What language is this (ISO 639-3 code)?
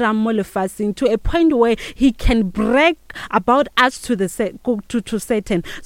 nso